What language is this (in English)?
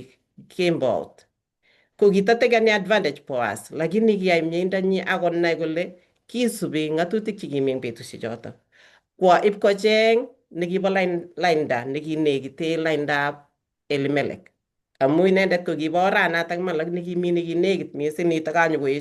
Kalenjin